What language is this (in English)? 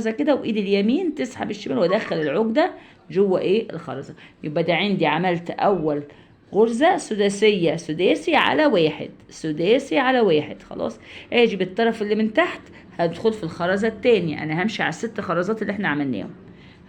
Egyptian Arabic